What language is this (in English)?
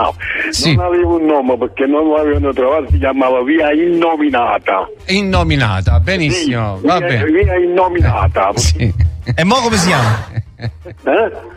Italian